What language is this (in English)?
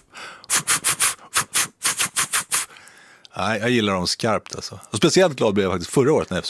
Swedish